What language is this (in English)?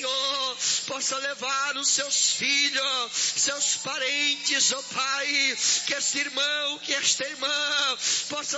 Portuguese